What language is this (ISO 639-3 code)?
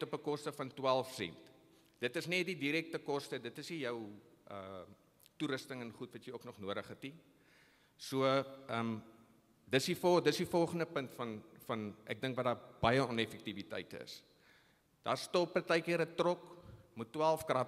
afr